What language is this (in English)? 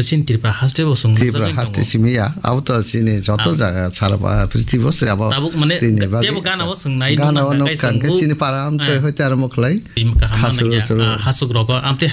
Kok Borok